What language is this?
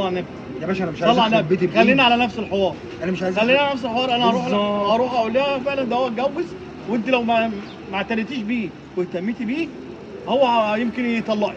Egyptian Arabic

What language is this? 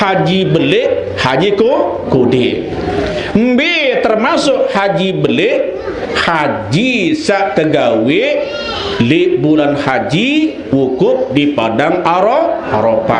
Sasak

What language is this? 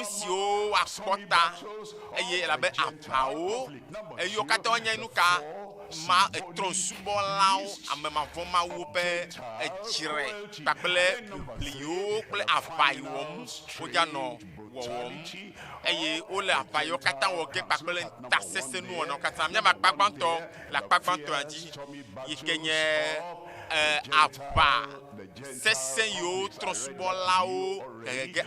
Ewe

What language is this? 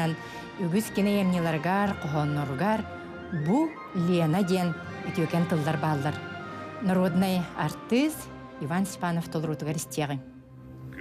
Yakut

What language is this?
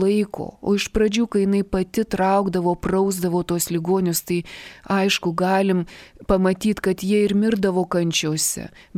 Lithuanian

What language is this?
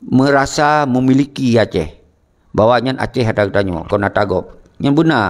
Achinese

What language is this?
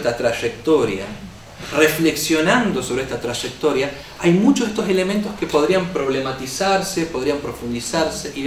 Spanish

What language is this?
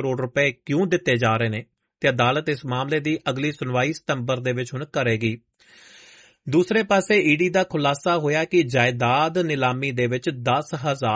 Punjabi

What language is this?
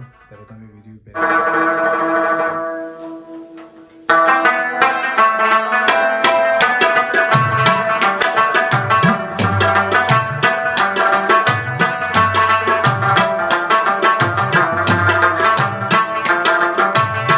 Persian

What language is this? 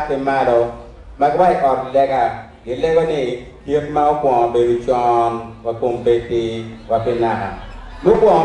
Acoli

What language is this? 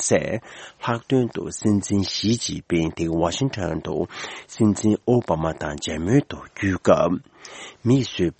Tibetan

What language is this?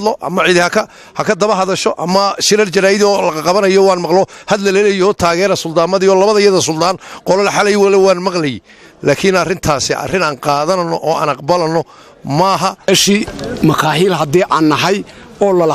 Somali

